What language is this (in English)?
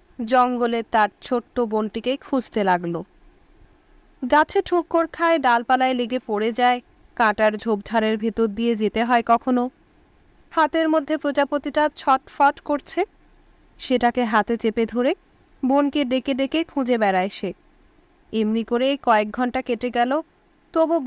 Bangla